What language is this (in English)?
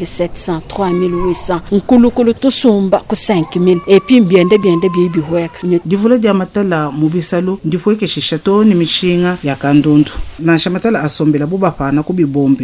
Luba-Lulua